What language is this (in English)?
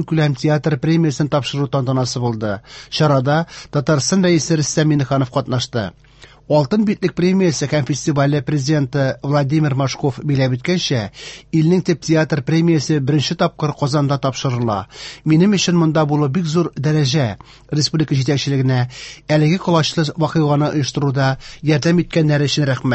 Tatar